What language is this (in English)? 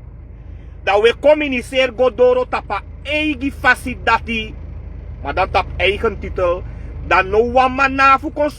Sranan Tongo